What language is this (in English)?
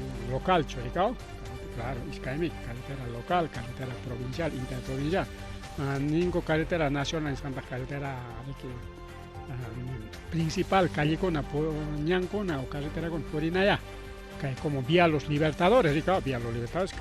Ayacucho Quechua